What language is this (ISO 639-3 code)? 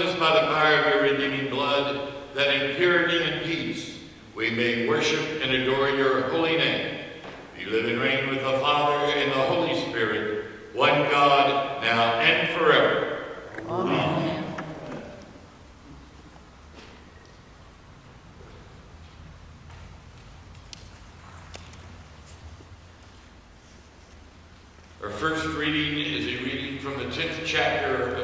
eng